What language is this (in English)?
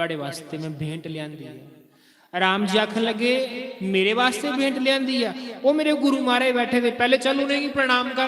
Dogri